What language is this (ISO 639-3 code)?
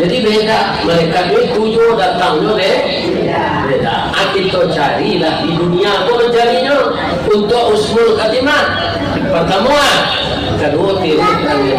min